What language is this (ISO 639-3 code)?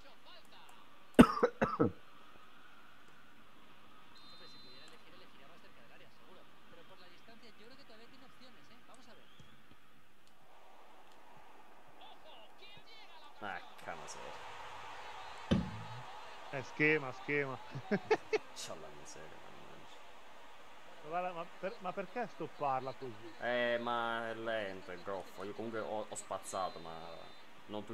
ita